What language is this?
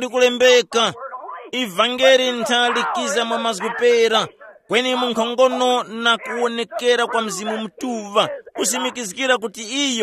Tumbuka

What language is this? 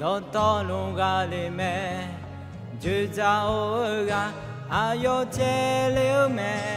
Akha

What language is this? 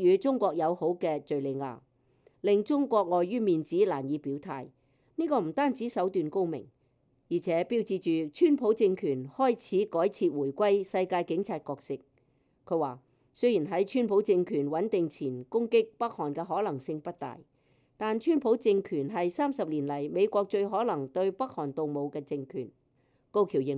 Cantonese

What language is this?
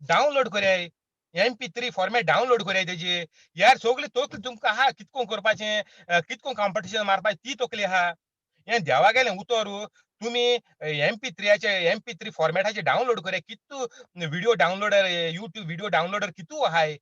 Konkani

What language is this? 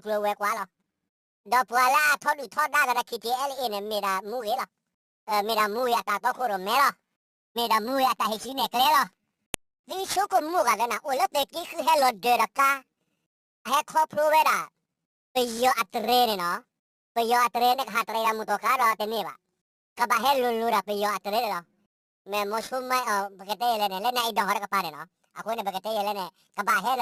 S'gaw Karen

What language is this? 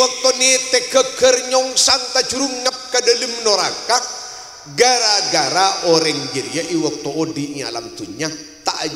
Madurese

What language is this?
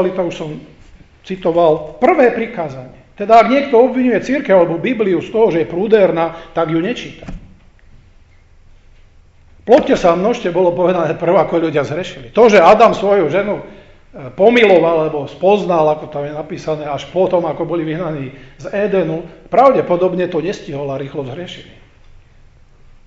Slovak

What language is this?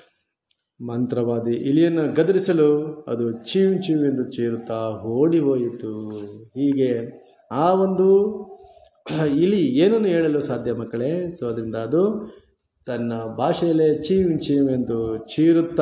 Kannada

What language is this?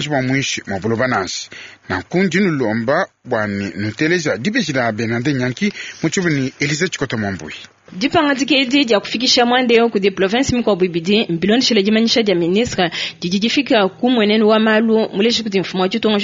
Luba-Lulua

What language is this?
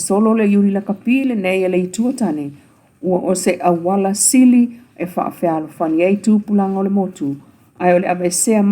Samoan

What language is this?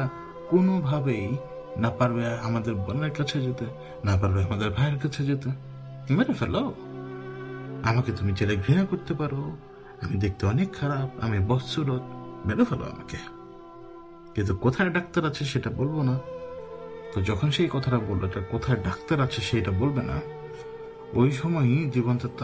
Bangla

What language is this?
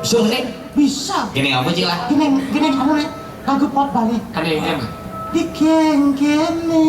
Balinese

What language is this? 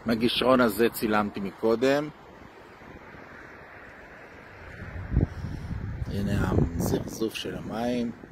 Hebrew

